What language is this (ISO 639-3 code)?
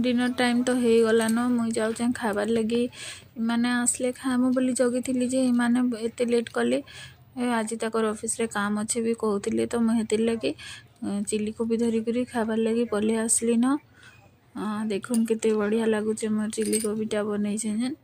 ori